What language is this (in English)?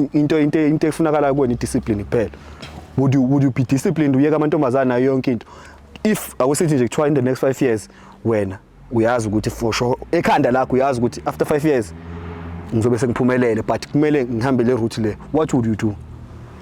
Zulu